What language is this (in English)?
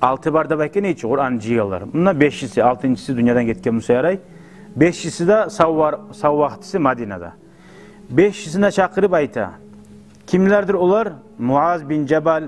Kumyk